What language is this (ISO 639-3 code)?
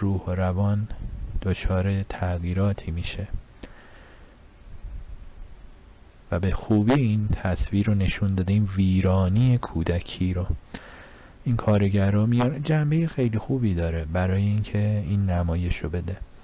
fas